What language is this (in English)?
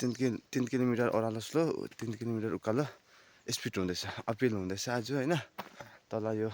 Nepali